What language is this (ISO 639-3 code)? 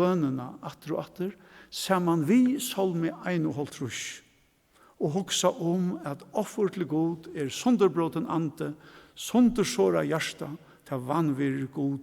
fao